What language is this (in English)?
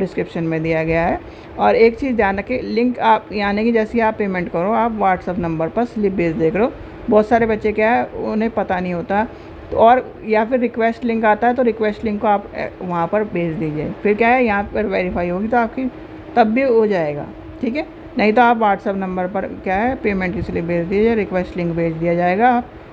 Hindi